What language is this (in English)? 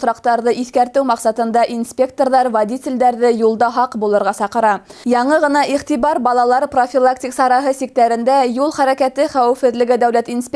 Bashkir